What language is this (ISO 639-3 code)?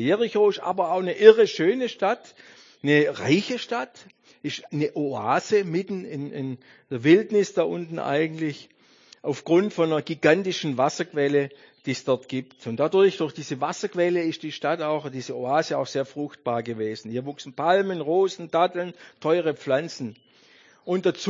deu